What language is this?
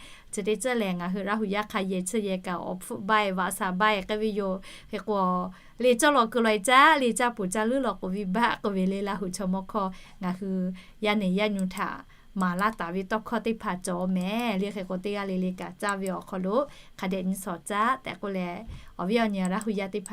Lahu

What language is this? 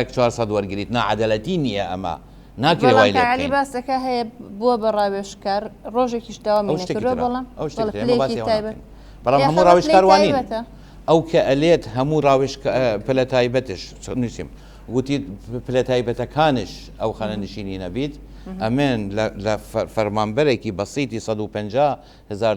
Central Kurdish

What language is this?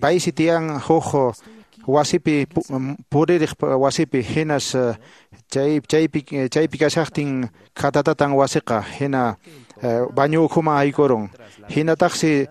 Quechua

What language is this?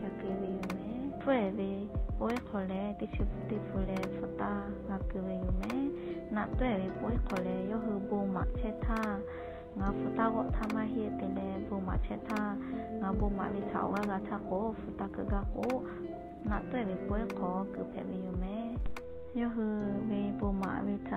Lahu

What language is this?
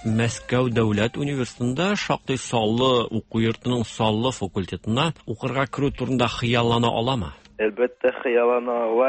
Tatar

